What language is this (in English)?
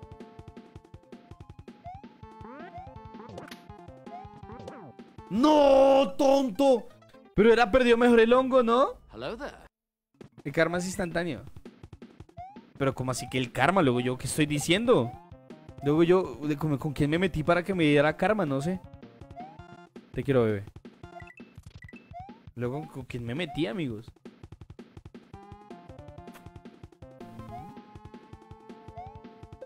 Spanish